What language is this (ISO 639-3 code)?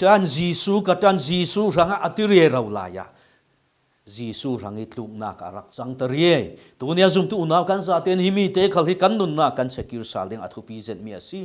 cfm